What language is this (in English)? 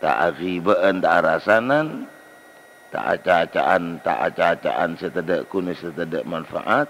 Madurese